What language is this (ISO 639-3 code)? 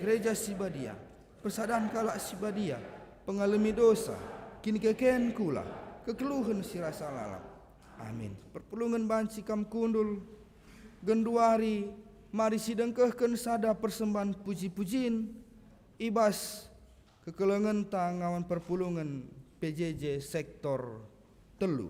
btx